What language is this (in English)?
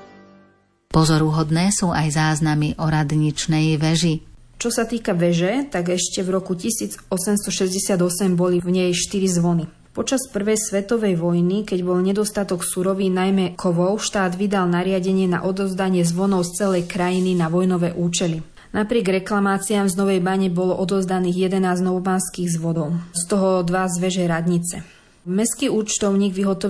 Slovak